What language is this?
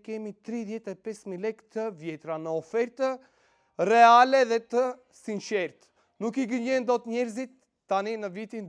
Albanian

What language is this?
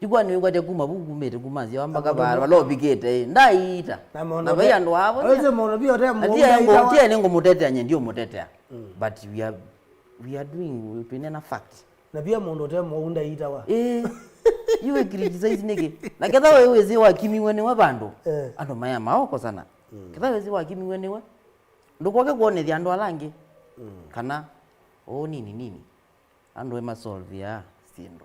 Kamba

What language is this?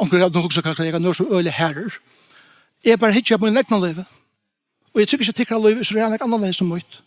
Faroese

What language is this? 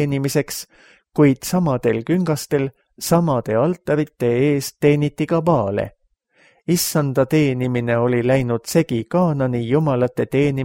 Estonian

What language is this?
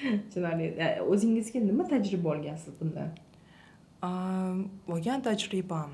Uzbek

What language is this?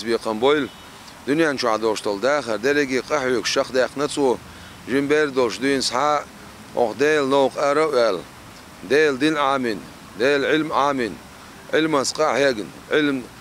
Chechen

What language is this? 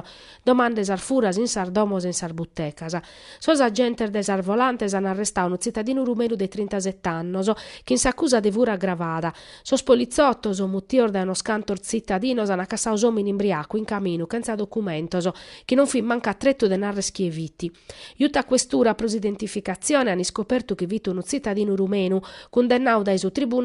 Sardinian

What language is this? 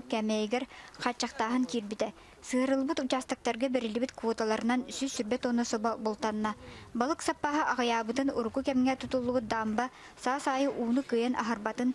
Yakut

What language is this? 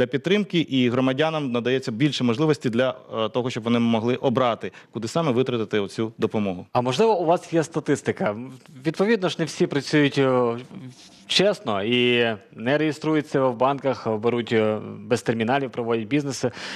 Ukrainian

